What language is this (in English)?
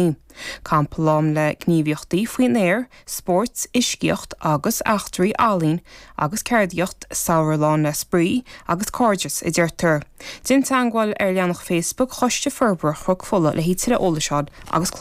Irish